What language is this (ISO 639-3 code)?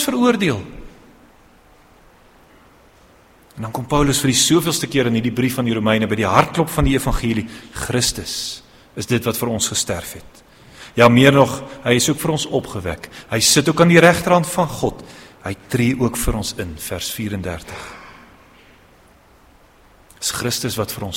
afr